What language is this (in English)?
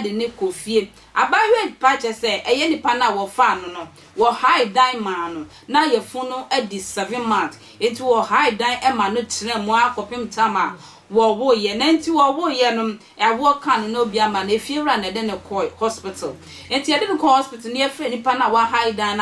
Akan